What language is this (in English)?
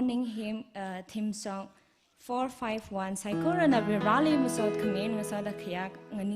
Tangkhul Naga (India)